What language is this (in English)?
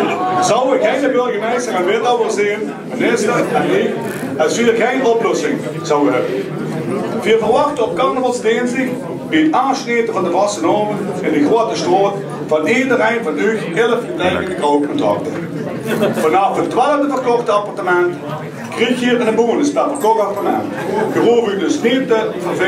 Limburgish